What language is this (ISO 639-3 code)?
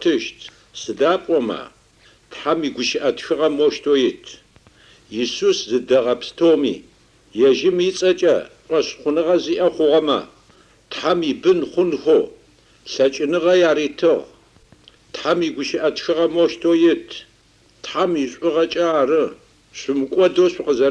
ady